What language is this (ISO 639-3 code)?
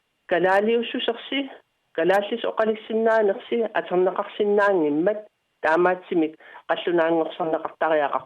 kal